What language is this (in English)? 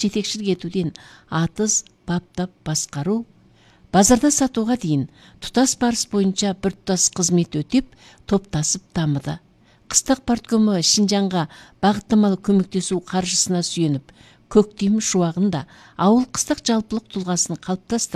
Kazakh